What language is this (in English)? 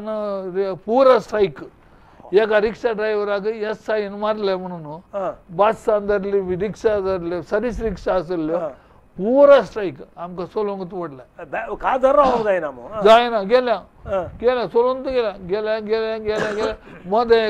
Konkani